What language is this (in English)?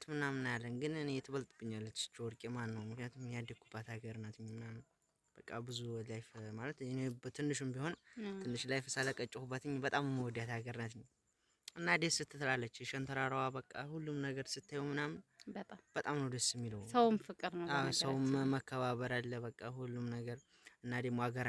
Amharic